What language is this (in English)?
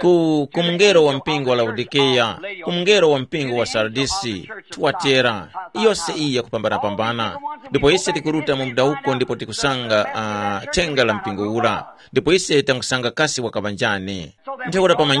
Tumbuka